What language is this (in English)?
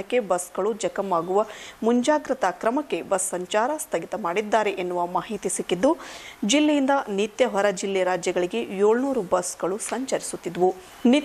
Kannada